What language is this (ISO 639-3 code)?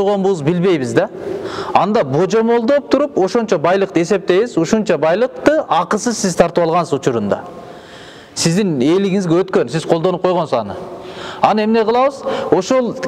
kir